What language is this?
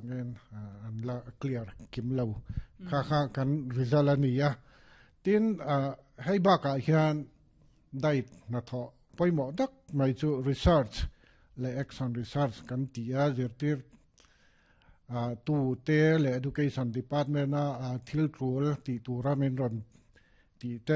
Mizo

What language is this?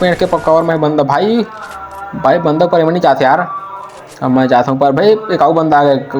Chhattisgarhi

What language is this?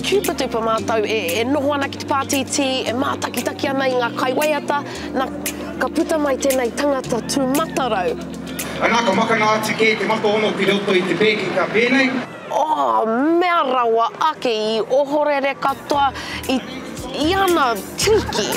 Māori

